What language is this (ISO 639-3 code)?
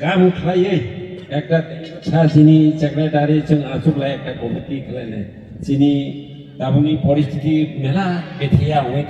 trp